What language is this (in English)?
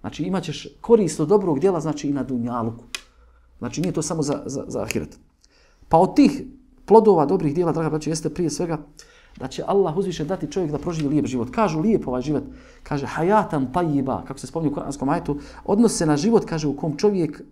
Bosnian